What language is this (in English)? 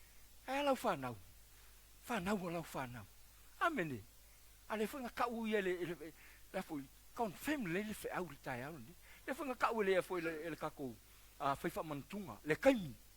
Samoan